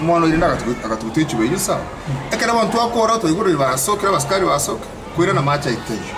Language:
Gusii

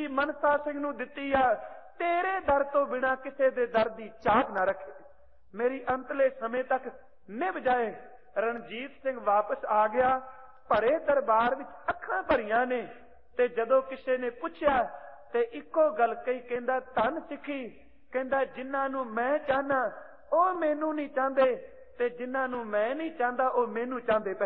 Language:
Punjabi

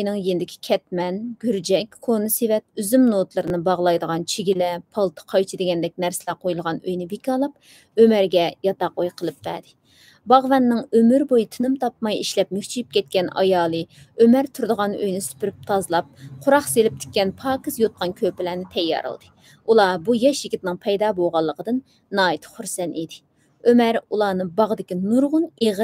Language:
Uyghur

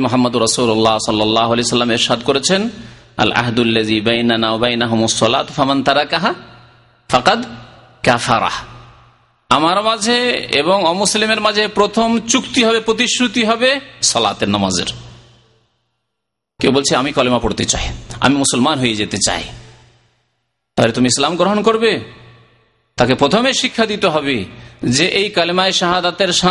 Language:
Bangla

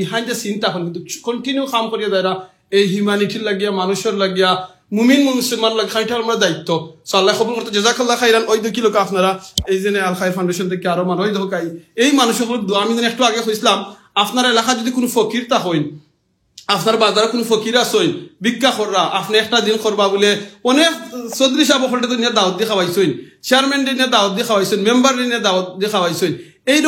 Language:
Sylheti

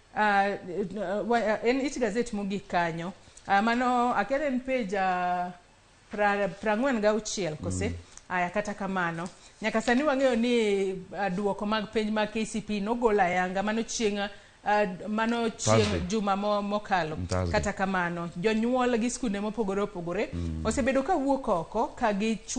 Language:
Luo (Kenya and Tanzania)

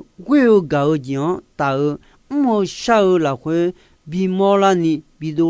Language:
Akha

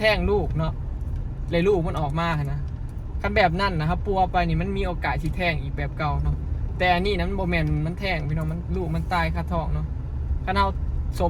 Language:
Northeastern Thai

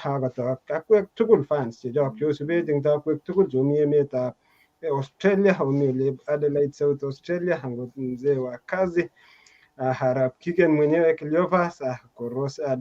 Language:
Kalenjin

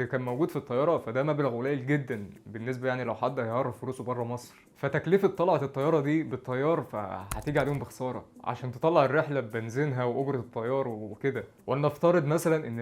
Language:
Egyptian Arabic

